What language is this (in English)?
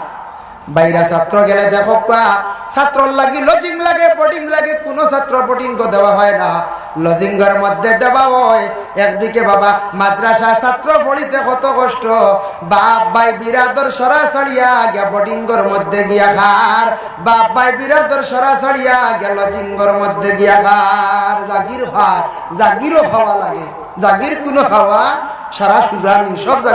Sylheti